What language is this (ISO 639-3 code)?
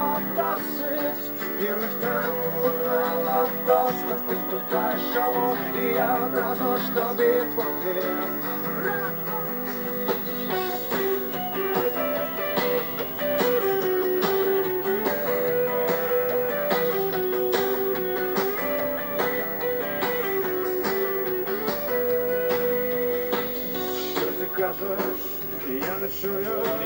ukr